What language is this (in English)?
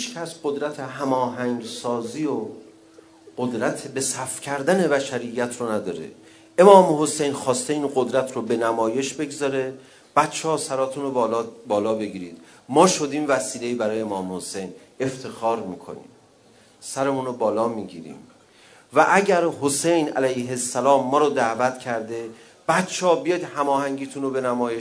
Persian